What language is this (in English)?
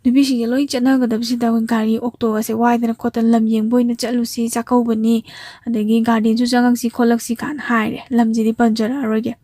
Manipuri